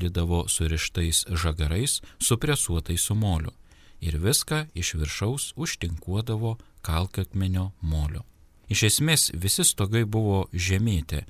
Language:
Lithuanian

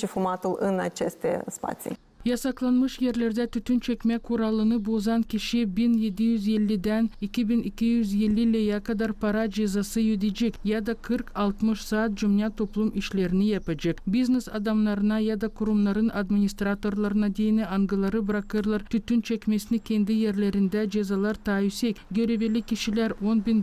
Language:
Gagauz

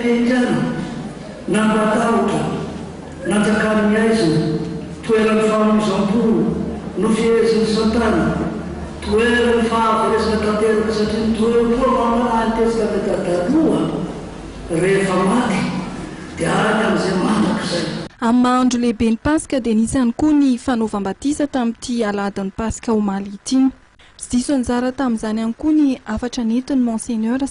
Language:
Malagasy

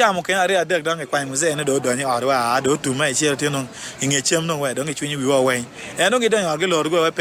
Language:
Acoli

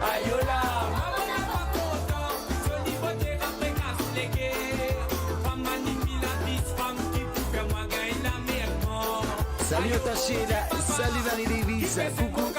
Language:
Morisyen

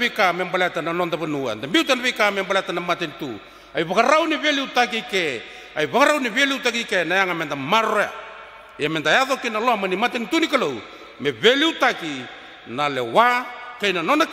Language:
Fijian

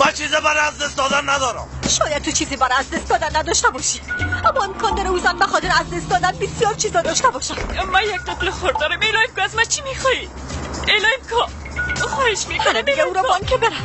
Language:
Persian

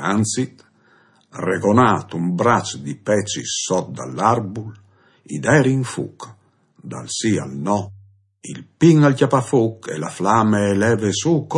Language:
Friulian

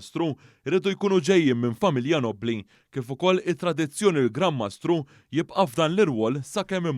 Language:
Maltese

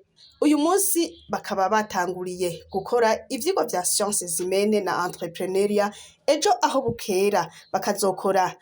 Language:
Rundi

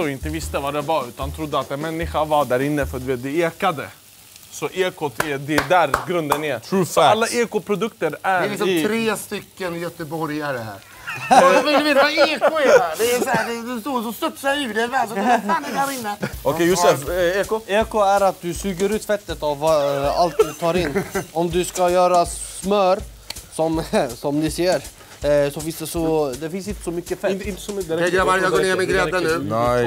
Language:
Swedish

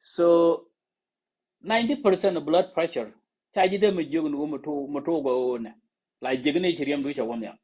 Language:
Nuer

